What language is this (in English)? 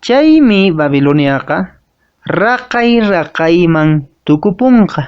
Quechua